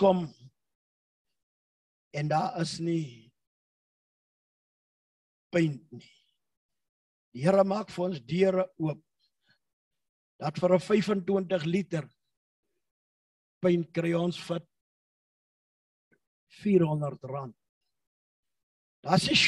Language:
Afrikaans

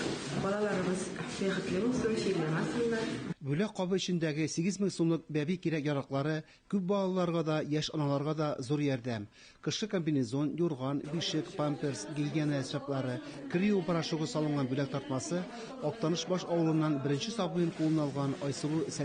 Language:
Tatar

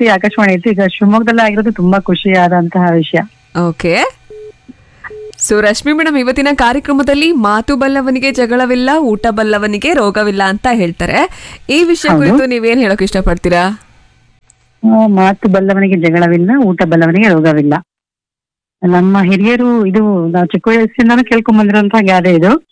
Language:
Kannada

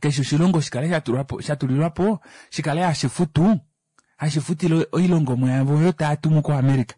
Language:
Kuanyama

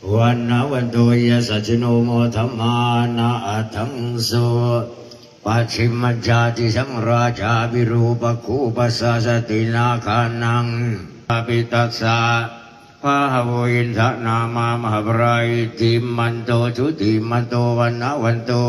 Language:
Pali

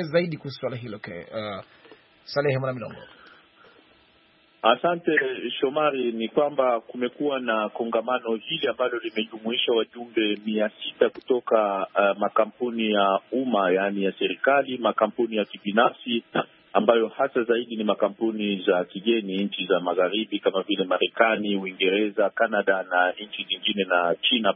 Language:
Swahili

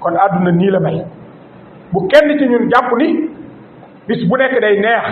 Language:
Wolof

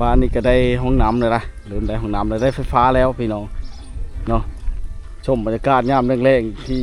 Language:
Lao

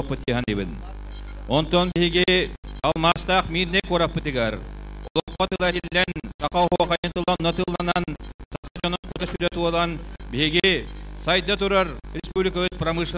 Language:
Yakut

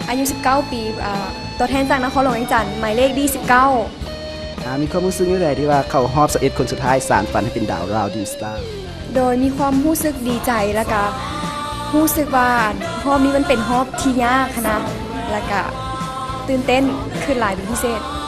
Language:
Lao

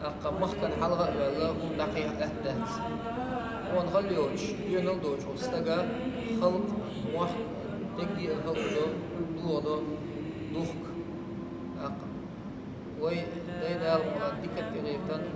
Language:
Chechen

